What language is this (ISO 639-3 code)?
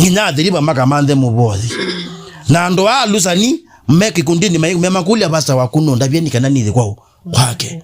kam